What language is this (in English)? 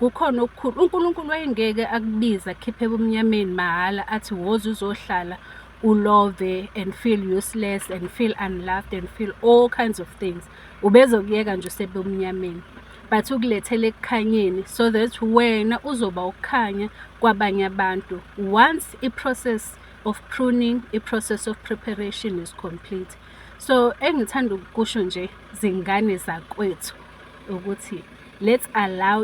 Zulu